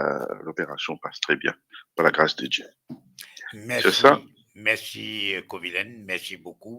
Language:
Morisyen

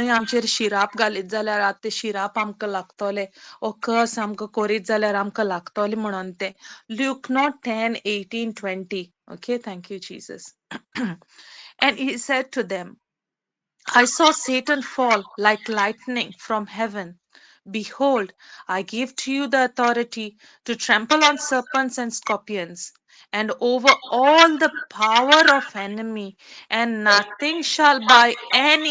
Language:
Konkani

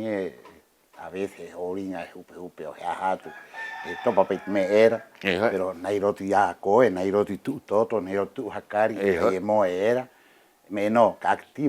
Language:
Rapanui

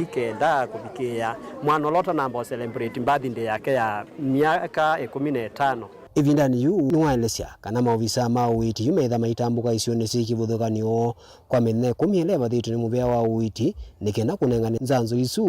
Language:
Kamba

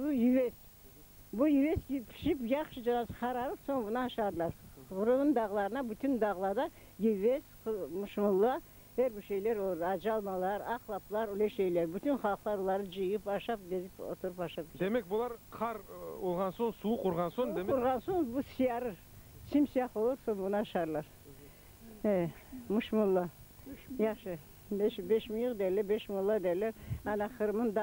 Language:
Crimean Tatar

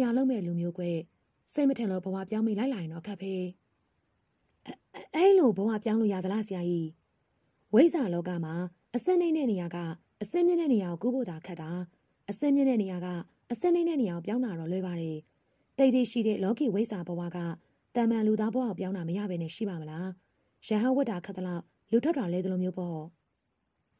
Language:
Burmese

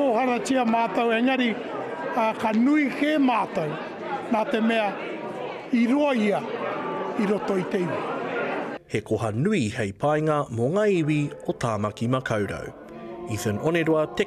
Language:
Māori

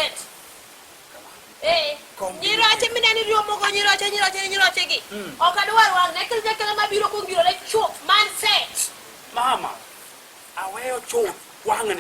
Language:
Luo (Kenya and Tanzania)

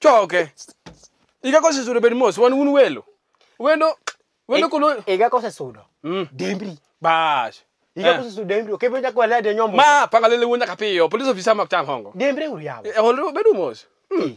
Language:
Luo (Kenya and Tanzania)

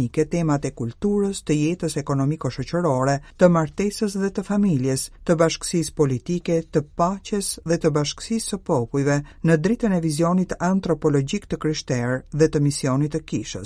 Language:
Albanian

